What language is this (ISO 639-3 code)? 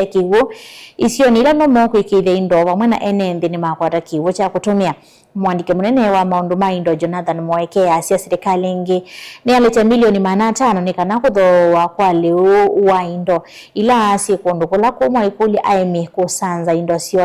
kam